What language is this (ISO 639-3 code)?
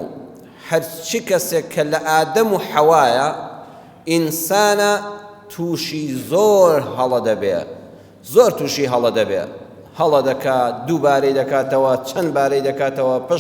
ckb